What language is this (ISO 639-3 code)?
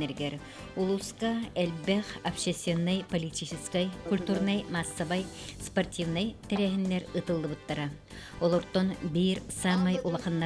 sah